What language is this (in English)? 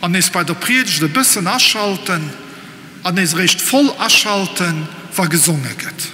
Luxembourgish